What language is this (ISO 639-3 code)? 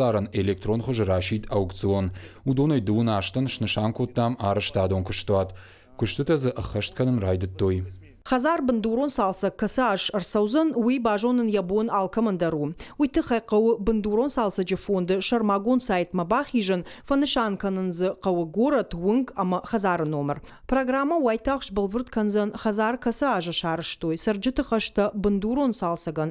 oss